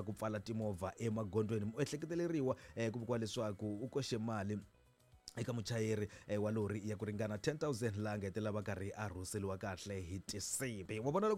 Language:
Tsonga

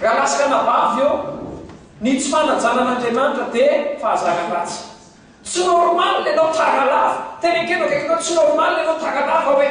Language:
Malagasy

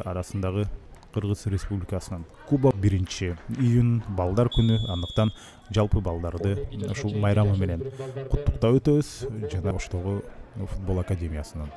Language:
Kyrgyz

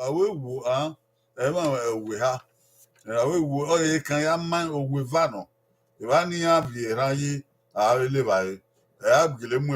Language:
Bini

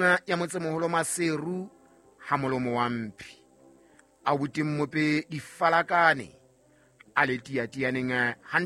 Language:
Southern Sotho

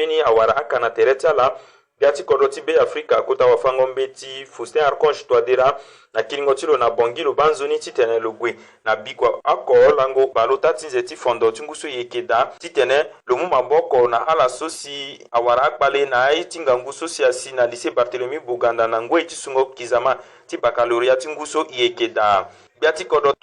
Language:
Sango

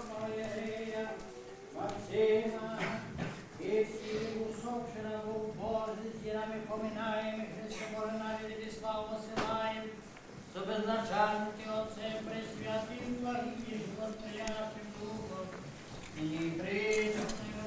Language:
Rusyn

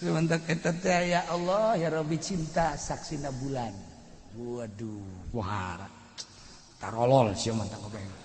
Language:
Sundanese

